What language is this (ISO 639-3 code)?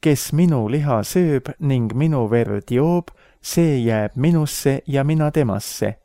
est